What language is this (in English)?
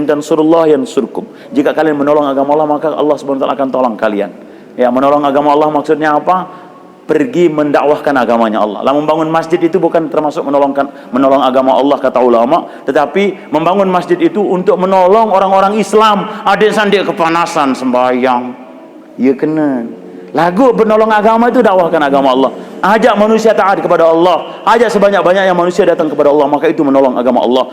Sasak